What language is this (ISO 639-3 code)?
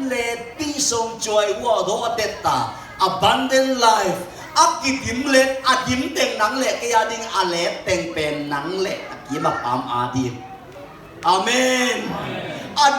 ctd